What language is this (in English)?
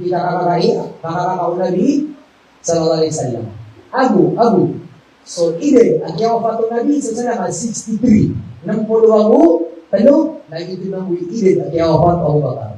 Maranao